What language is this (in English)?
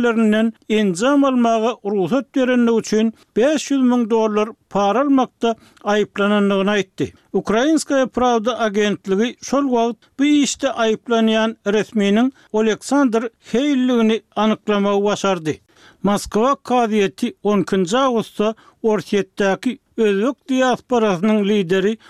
Turkmen